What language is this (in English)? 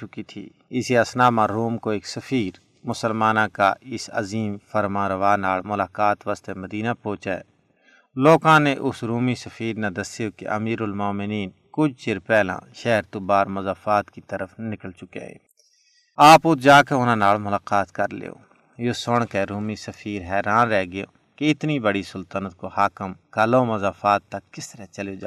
Gujari